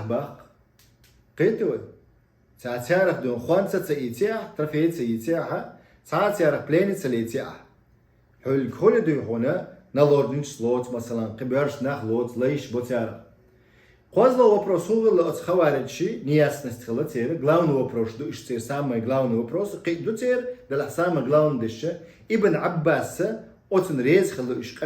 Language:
Chechen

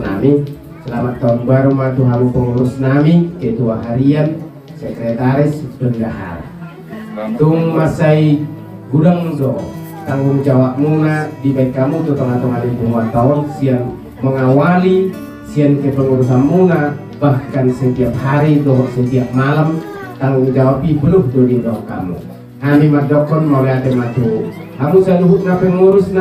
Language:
Batak Toba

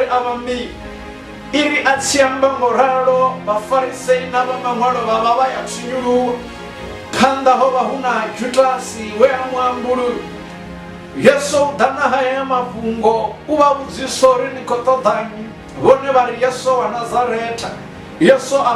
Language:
Venda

